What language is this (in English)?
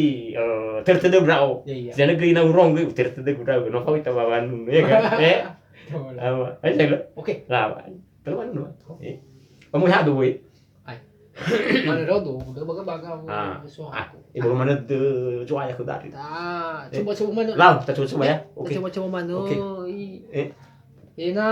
Nias